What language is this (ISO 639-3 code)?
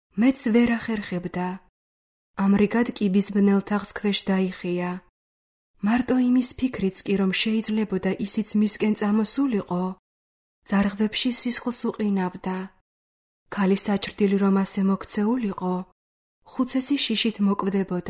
kat